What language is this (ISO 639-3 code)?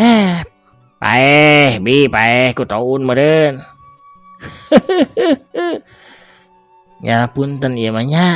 sun